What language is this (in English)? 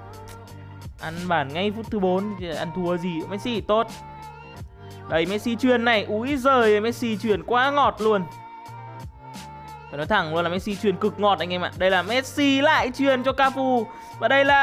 Vietnamese